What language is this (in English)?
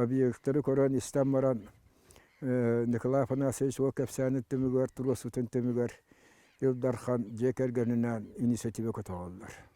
Yakut